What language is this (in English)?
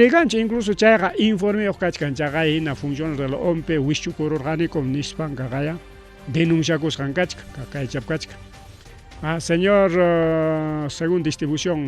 Ayacucho Quechua